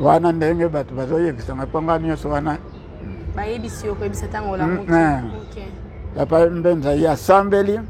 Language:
Lingala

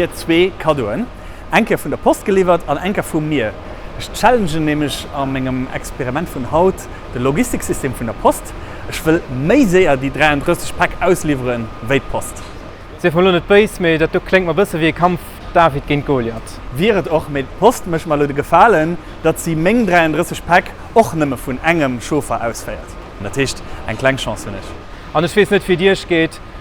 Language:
Luxembourgish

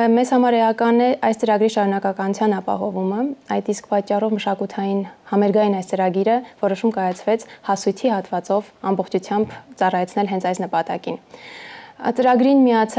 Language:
Armenian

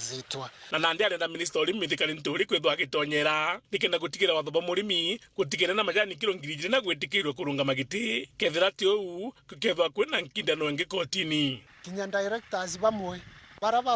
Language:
Meru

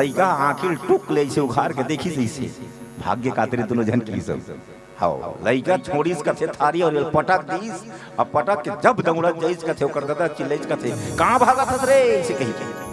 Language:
Chhattisgarhi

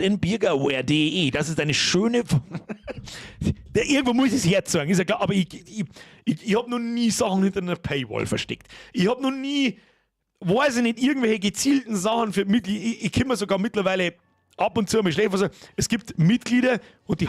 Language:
Bavarian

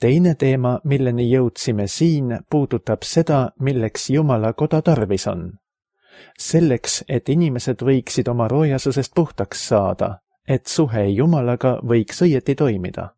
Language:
Estonian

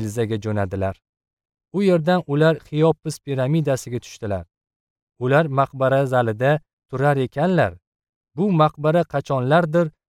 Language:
Uzbek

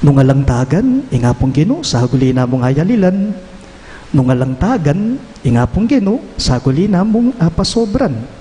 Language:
Pampanga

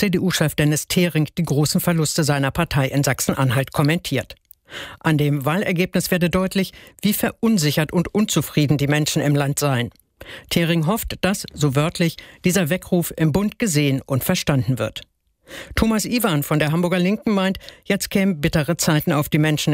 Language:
German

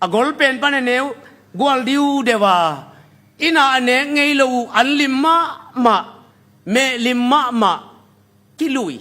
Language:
Tedim Chin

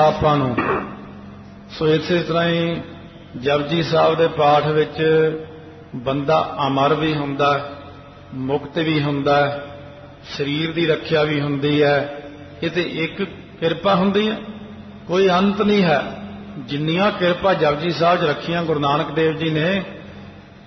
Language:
Punjabi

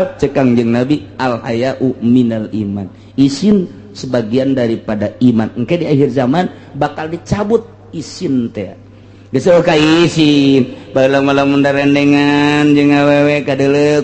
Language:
Sundanese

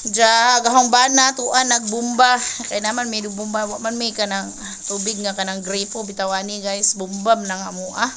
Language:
Cebuano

